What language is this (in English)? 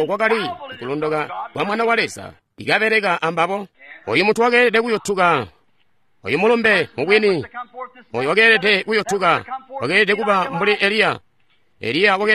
Tonga (Zambia)